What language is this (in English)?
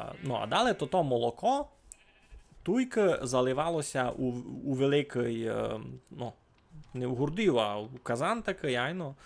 Rusyn